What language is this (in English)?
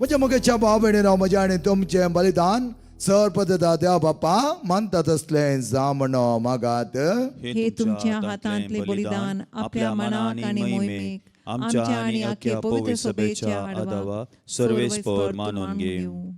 Konkani